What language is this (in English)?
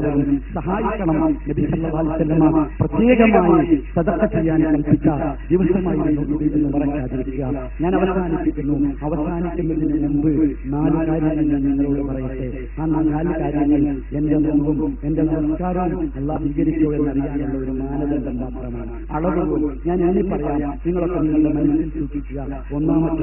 Malayalam